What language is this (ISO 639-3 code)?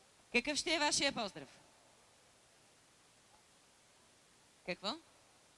bul